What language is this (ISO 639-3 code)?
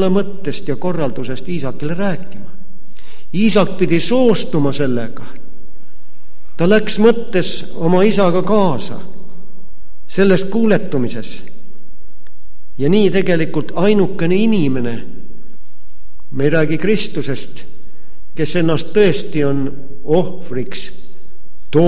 est